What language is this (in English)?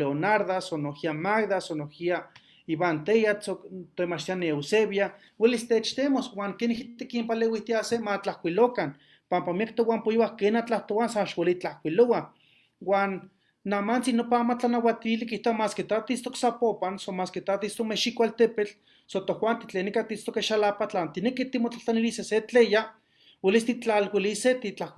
Eastern Huasteca Nahuatl